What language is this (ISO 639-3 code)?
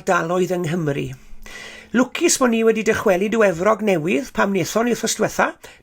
cym